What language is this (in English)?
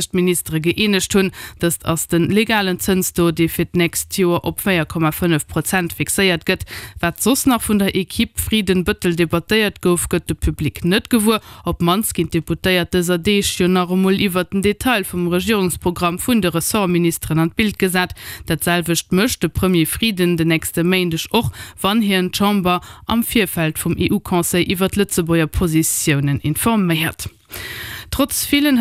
Luxembourgish